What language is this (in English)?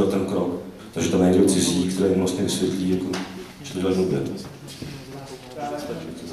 Czech